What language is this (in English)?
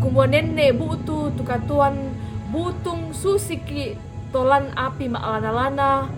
Toraja-Sa'dan